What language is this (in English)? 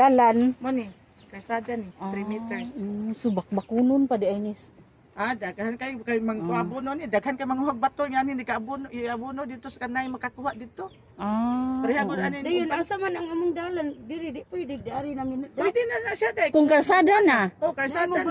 Cebuano